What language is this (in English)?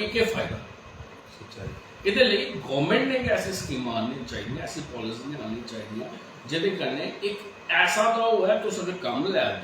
Dogri